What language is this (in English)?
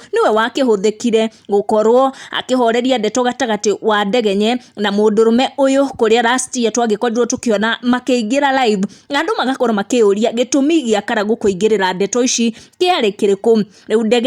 Kikuyu